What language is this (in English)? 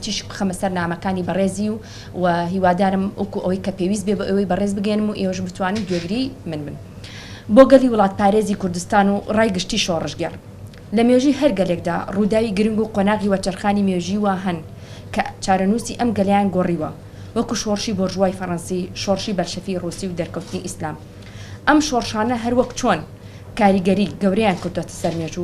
Central Kurdish